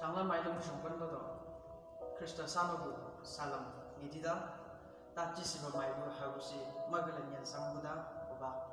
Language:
Chang Naga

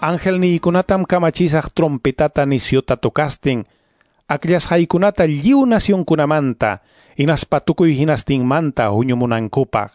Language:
Quechua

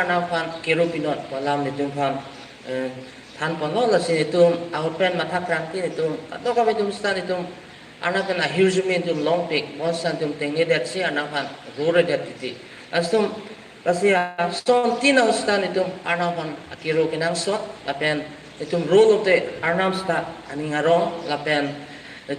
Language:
Karbi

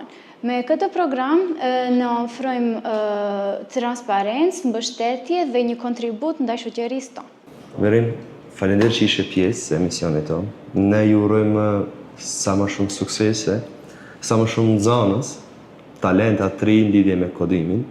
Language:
Albanian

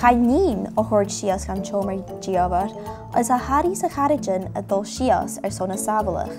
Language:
Scottish Gaelic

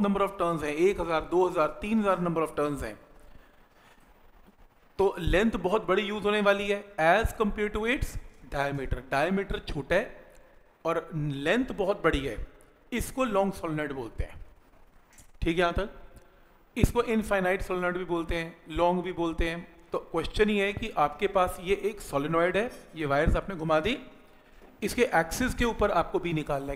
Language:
Hindi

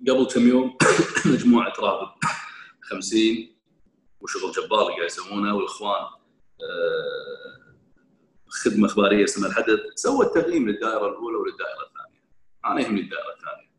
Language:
Gulf Arabic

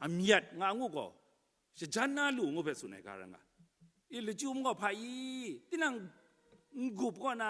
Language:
Kachin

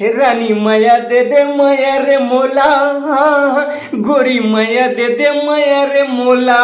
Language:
Chhattisgarhi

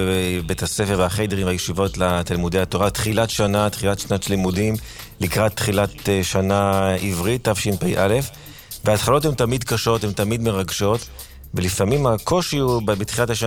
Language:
Hebrew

